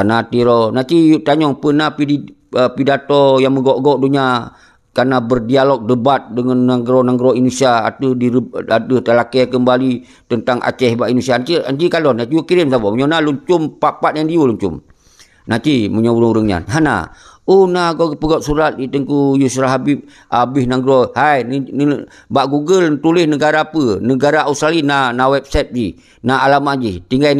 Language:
Achinese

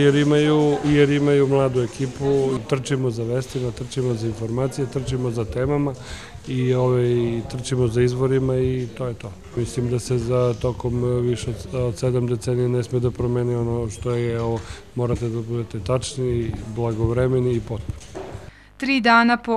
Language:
Serbian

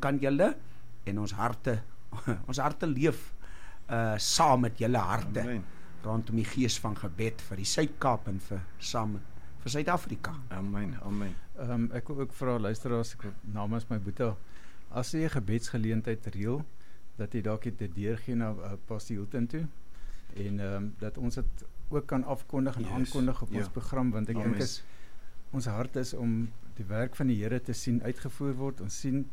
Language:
Afrikaans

